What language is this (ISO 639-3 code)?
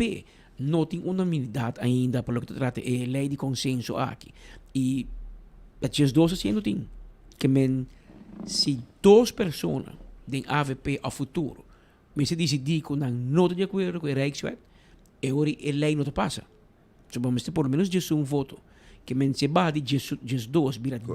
pap